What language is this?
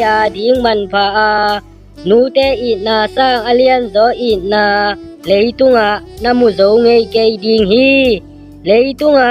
Tedim Chin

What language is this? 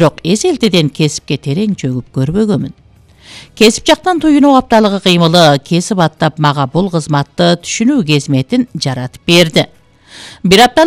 Kyrgyz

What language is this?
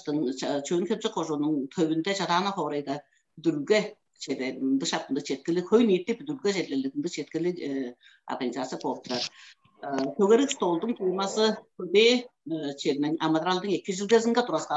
Tuvinian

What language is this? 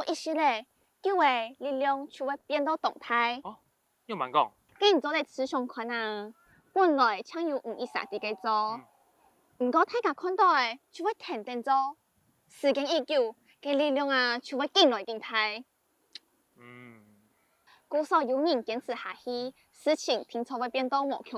Hakka Chinese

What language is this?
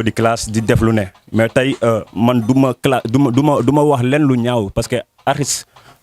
Wolof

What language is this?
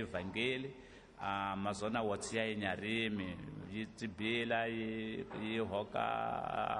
Tsonga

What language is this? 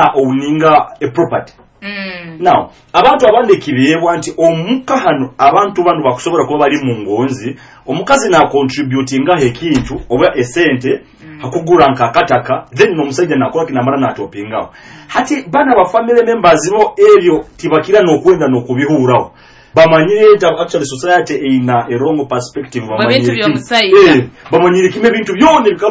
Nyoro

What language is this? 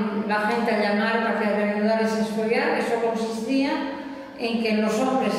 Galician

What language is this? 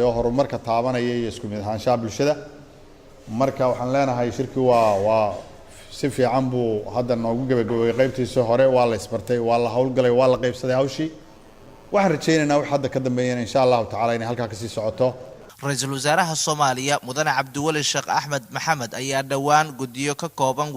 Somali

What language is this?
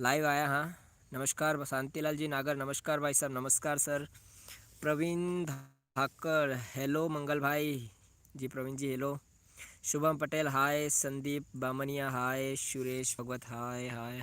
Rajasthani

